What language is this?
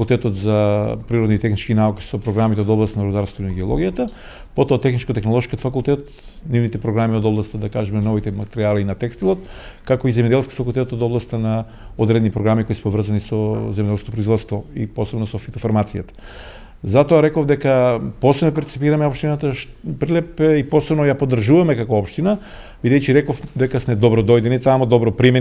Macedonian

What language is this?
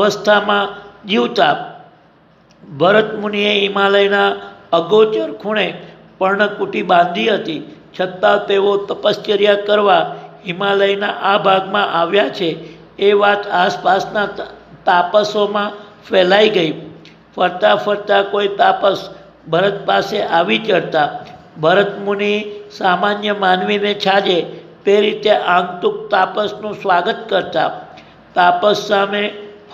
Gujarati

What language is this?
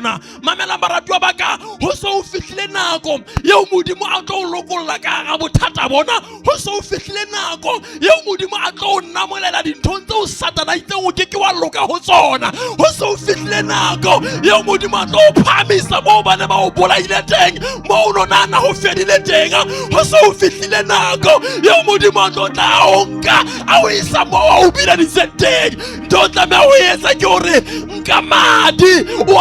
Southern Sotho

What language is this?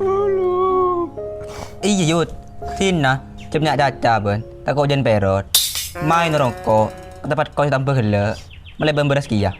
Madurese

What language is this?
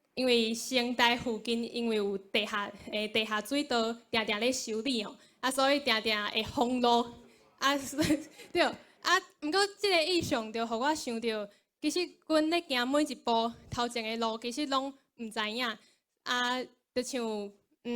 Min Nan Chinese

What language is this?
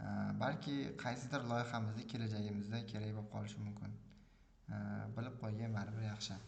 Uzbek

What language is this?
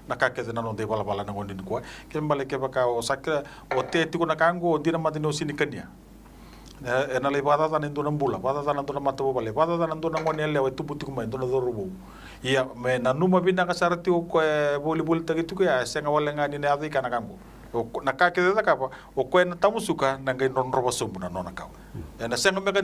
Fijian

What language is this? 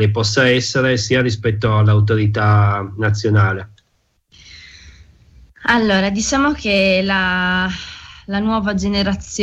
Italian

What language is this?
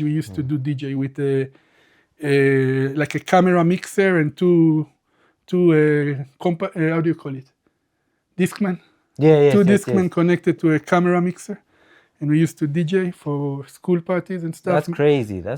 English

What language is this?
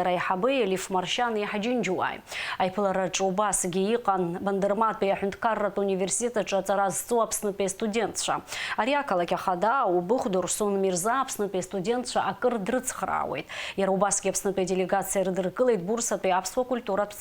Abkhazian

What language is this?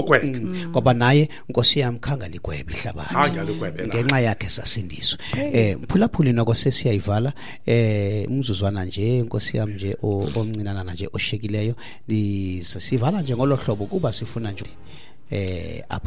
Xhosa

